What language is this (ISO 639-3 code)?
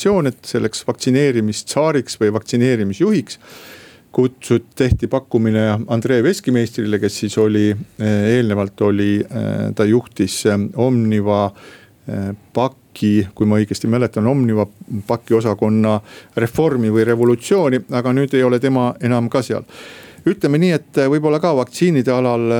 est